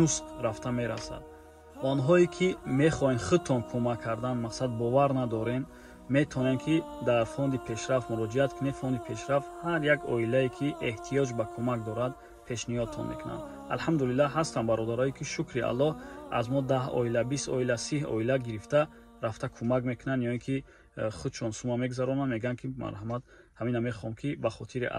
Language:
Tajik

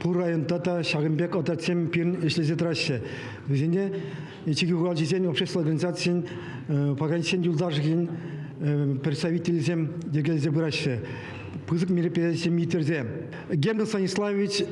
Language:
Chuvash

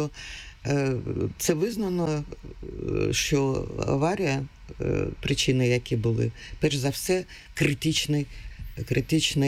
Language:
Ukrainian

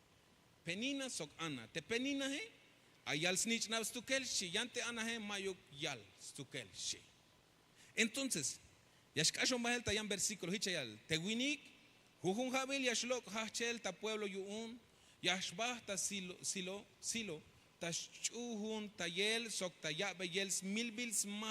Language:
Tzeltal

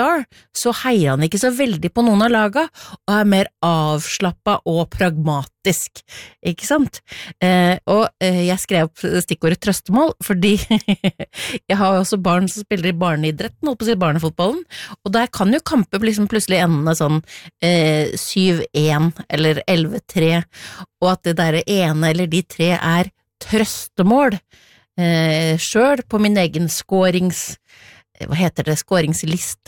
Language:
Norwegian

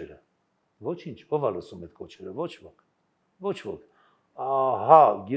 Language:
Armenian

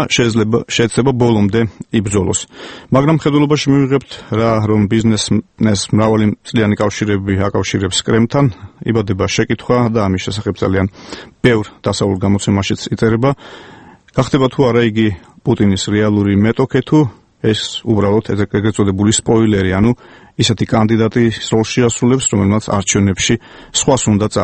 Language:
Georgian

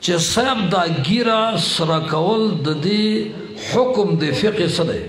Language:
Pashto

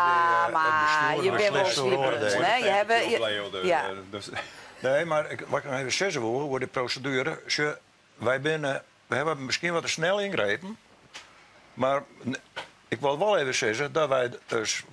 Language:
Western Frisian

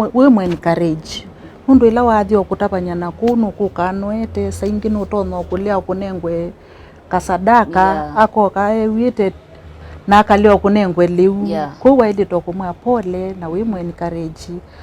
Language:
Kamba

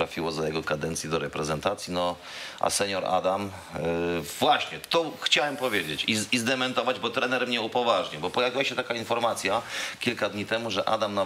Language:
Polish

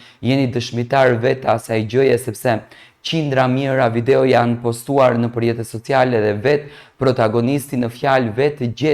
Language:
Albanian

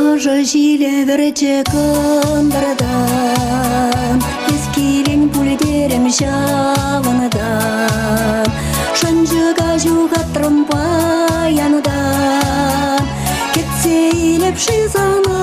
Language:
Chuvash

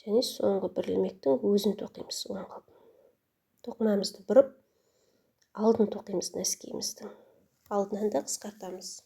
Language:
Kazakh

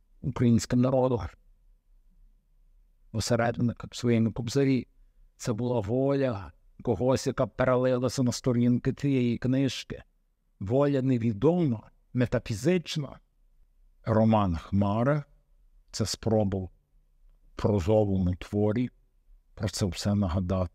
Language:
Ukrainian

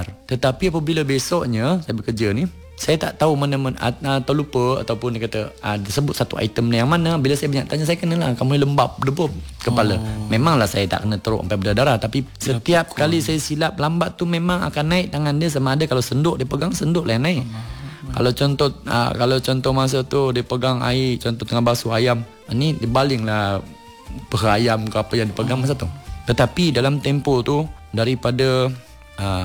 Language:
Malay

